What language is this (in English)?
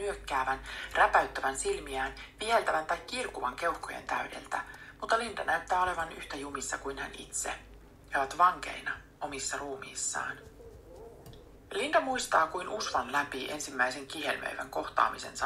Finnish